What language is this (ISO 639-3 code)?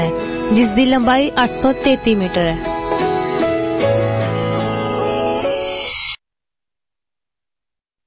pan